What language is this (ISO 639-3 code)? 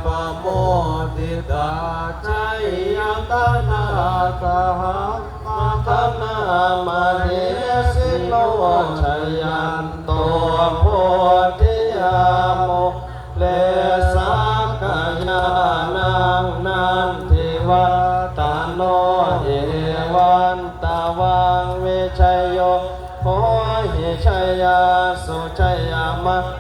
pli